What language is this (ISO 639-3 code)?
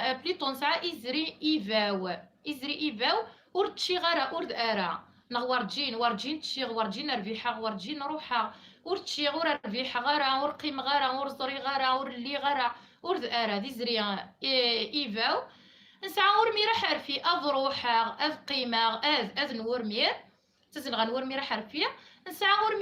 kab